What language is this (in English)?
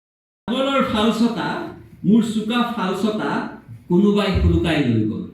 Assamese